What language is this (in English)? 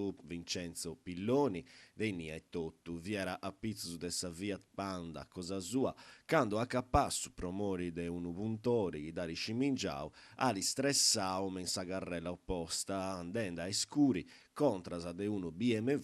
Sardinian